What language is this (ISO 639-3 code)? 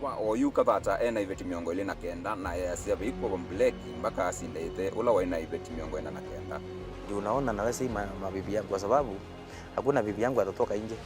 kam